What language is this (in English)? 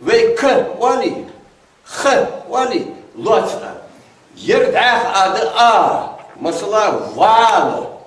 Ingush